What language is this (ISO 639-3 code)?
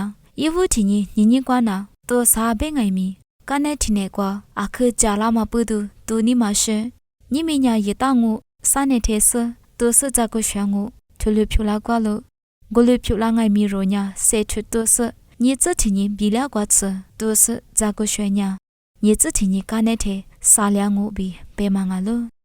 lis